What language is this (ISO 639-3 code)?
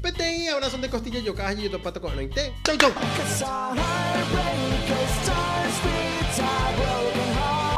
grn